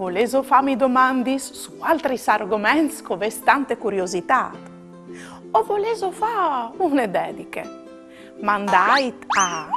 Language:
Friulian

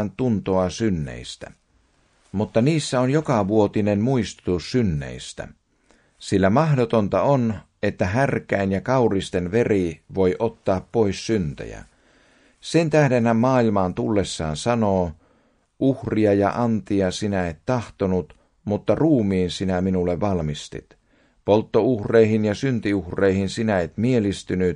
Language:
Finnish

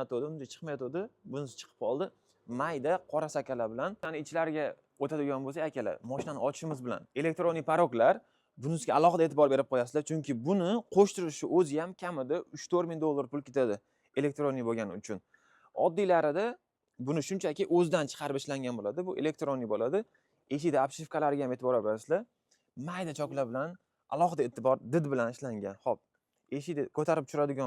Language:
Uzbek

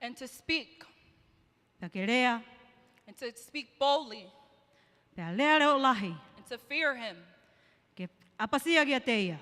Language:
Tongan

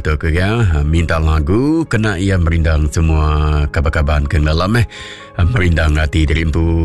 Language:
Iban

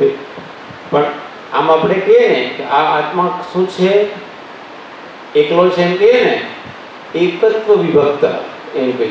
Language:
Gujarati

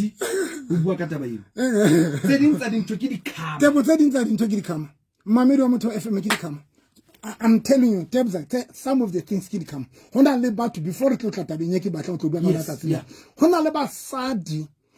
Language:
Southern Sotho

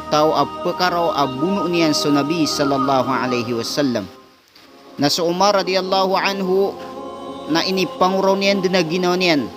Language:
Maranao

